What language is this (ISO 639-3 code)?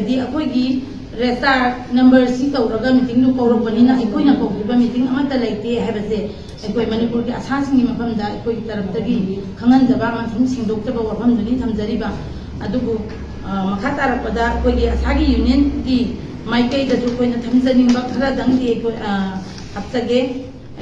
mni